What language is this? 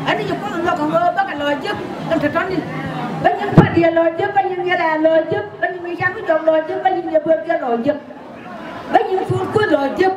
Nuer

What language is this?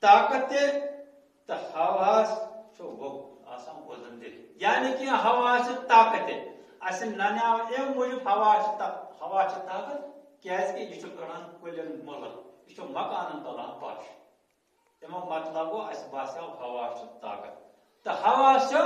Kashmiri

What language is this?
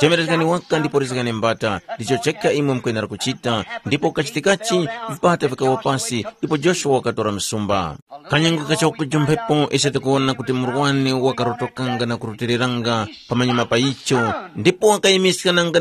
Tumbuka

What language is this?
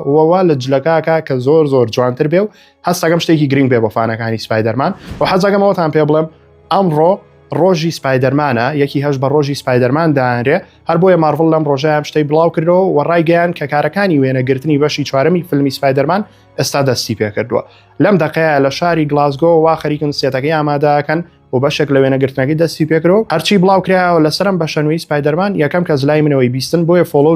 Central Kurdish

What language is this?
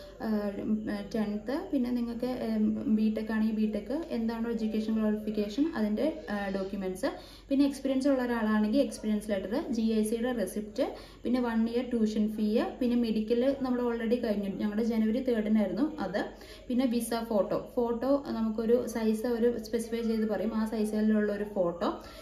Malayalam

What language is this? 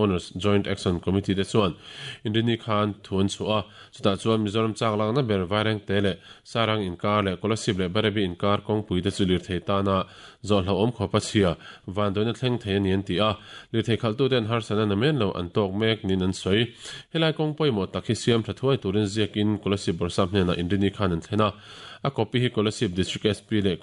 Mizo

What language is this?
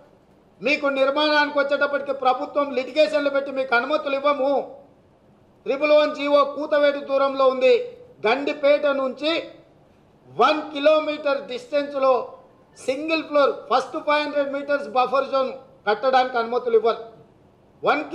Telugu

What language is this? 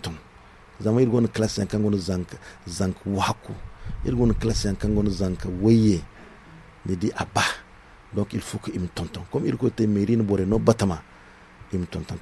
Zarma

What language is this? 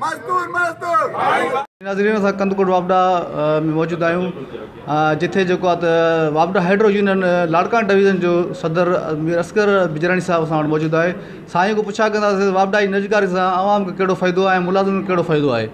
Sindhi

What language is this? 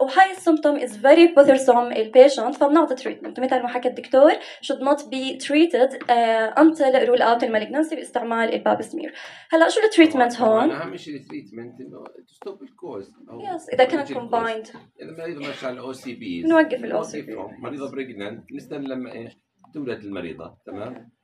North Levantine Arabic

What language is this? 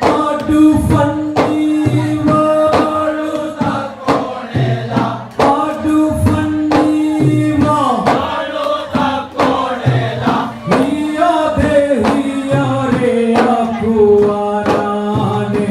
Divehi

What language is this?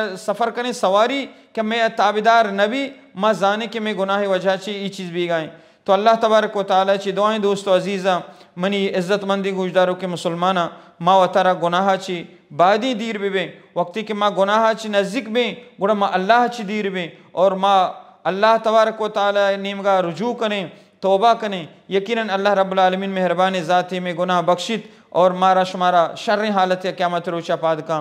Baluchi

